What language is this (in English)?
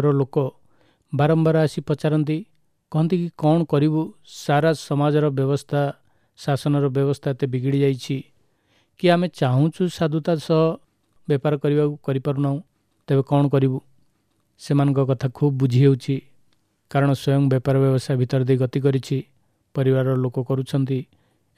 Odia